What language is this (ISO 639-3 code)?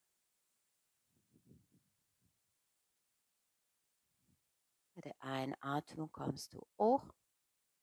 deu